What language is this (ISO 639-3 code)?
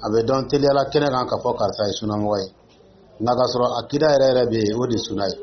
dyu